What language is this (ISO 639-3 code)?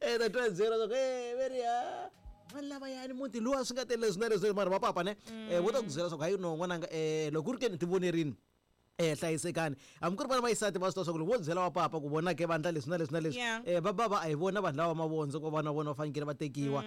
tso